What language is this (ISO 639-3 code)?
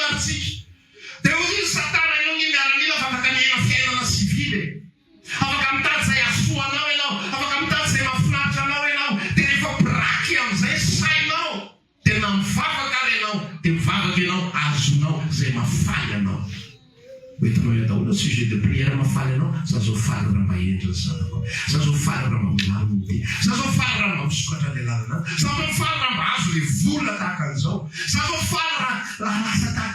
mlg